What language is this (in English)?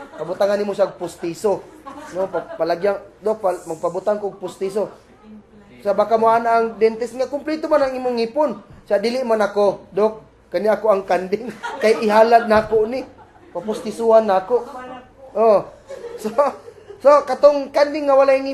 Cebuano